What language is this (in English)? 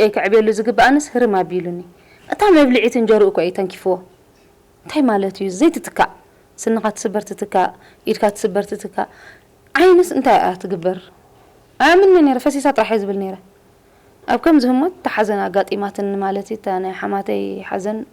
Tigrinya